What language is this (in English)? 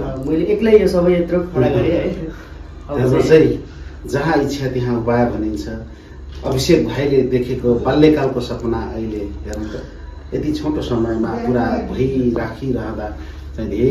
Nepali